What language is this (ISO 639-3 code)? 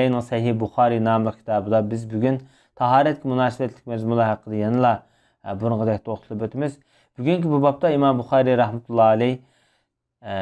uig